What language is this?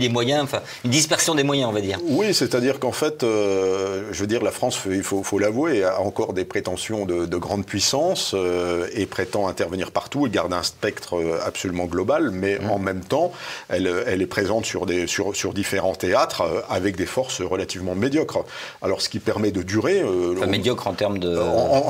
French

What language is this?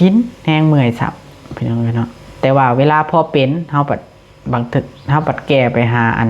Lao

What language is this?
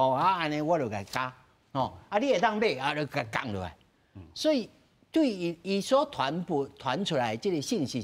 Min Nan Chinese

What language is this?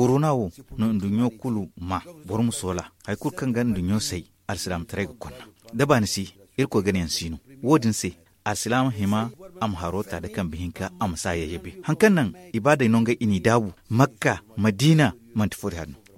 Zarma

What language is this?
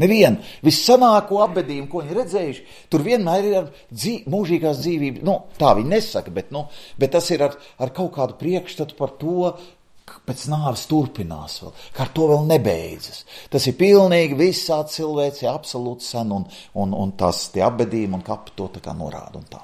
Latvian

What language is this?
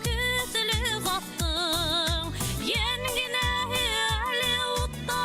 Bashkir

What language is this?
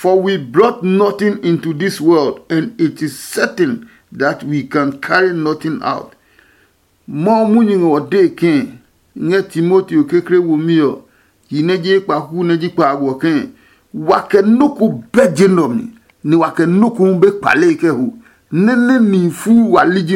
Adangme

